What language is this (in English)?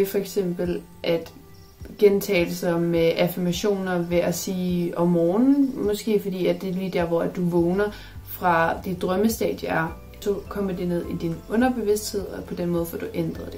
Danish